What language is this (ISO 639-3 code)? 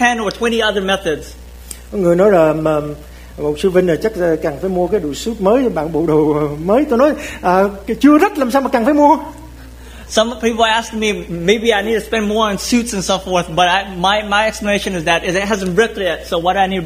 vie